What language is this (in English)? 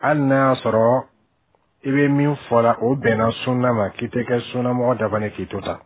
Bambara